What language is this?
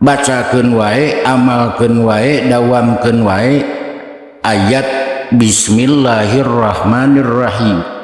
Sundanese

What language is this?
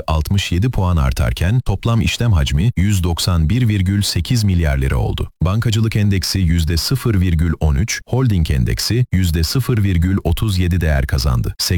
Turkish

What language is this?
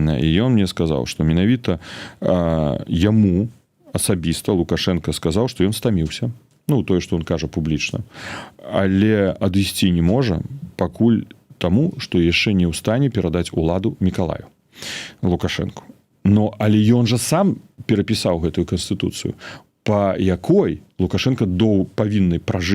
Belarusian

